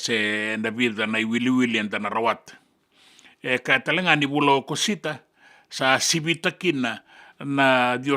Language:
Fijian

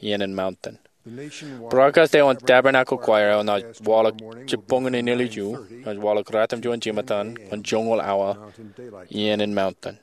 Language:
Marshallese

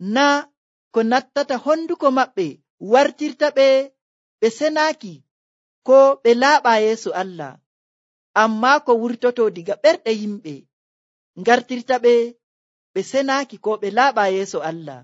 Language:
Nigerian Fulfulde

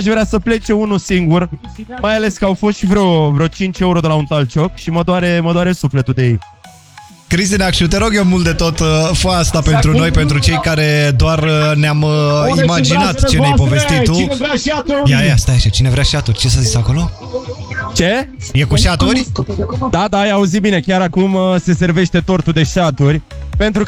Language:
Romanian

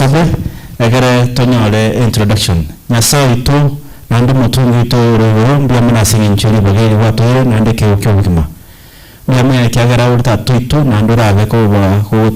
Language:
Gusii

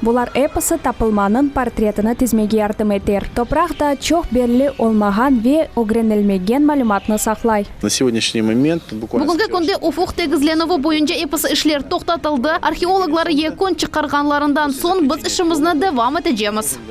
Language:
Crimean Tatar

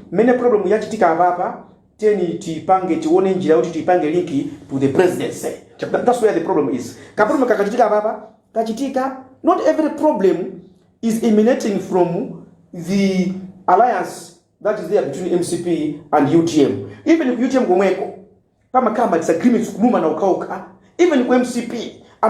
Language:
Nyanja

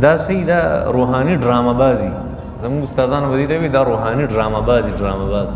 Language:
Pashto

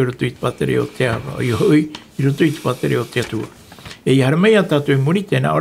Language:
Tahitian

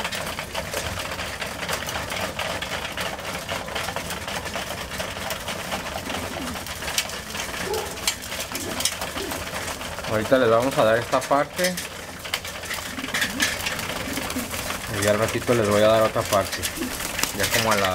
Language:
Spanish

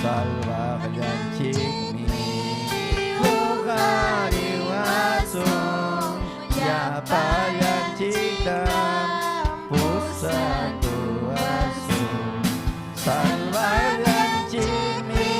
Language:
Ayacucho Quechua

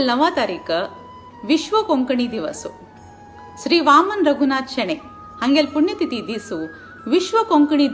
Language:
Konkani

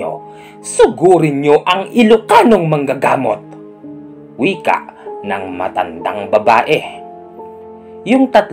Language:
Filipino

